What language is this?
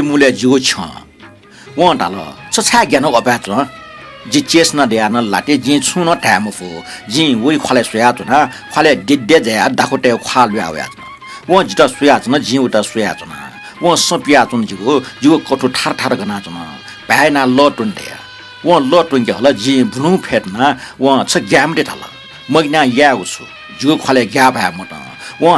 Newari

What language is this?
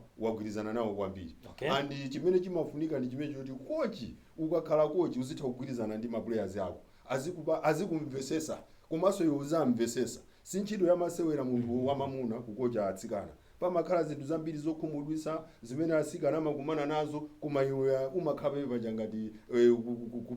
Nyanja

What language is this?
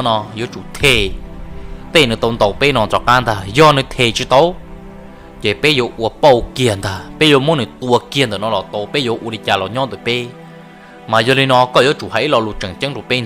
Hmong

